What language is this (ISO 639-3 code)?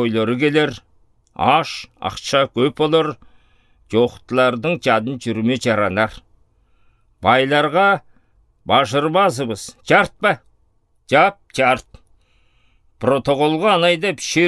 alt